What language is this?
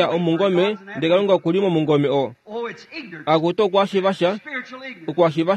Kuanyama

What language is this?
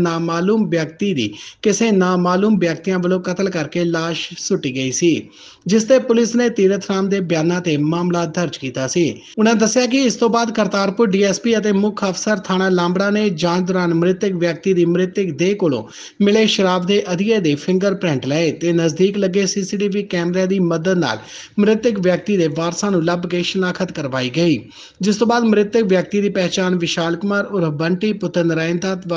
Punjabi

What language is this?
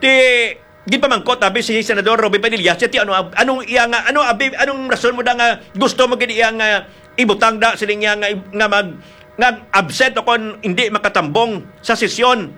Hiligaynon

